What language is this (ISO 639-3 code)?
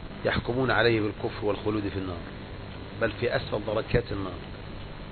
ara